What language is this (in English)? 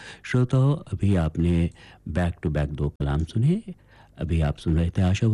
Hindi